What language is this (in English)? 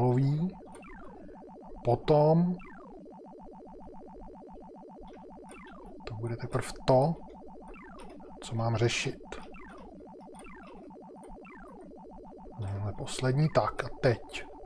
Czech